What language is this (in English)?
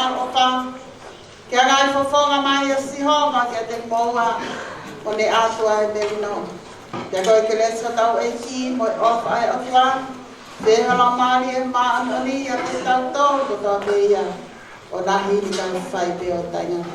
Tongan